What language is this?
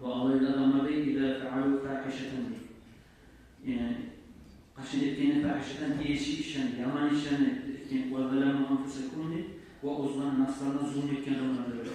Kumyk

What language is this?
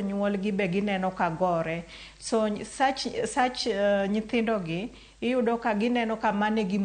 Luo (Kenya and Tanzania)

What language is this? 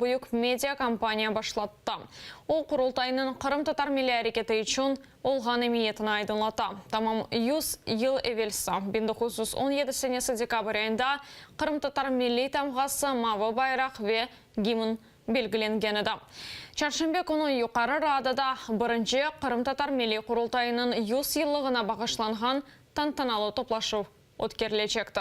Crimean Tatar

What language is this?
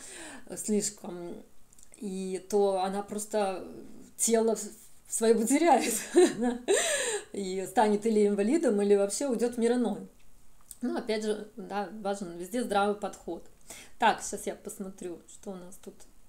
Russian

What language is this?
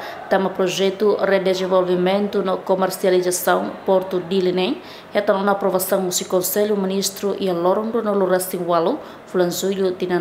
Tetum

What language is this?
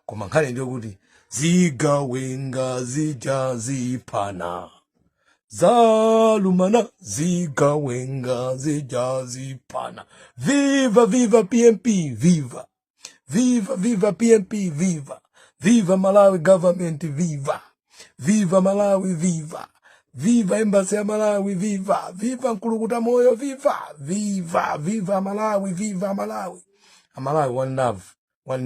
Nyanja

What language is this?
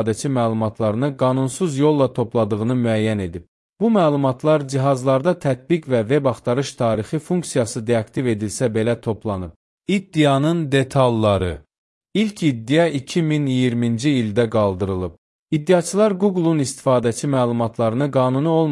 Azerbaijani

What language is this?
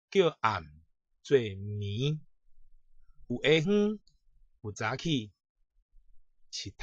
Min Nan Chinese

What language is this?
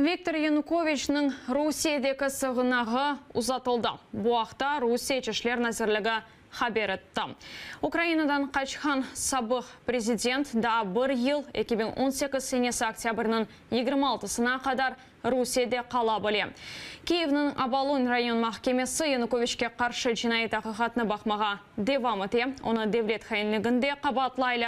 Crimean Tatar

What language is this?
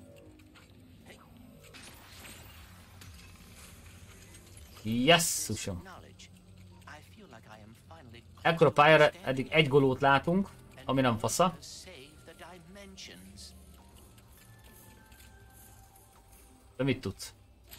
Hungarian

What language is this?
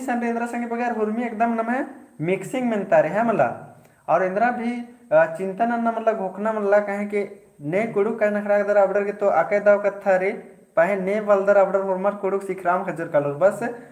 Kurukh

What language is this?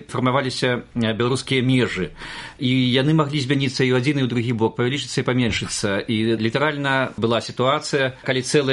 Belarusian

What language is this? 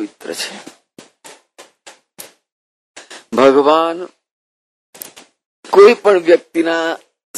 Gujarati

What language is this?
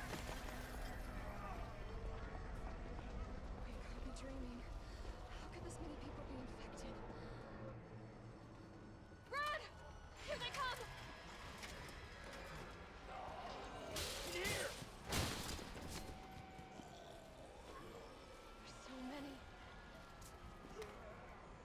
English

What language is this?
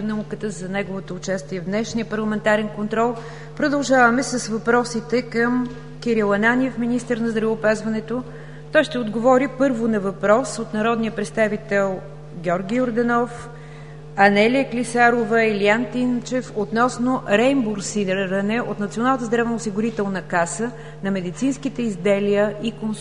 Bulgarian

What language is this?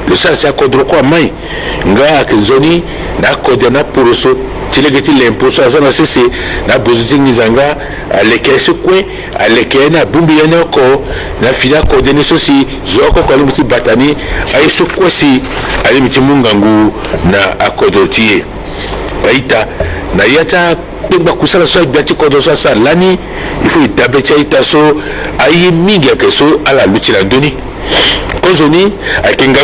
Sango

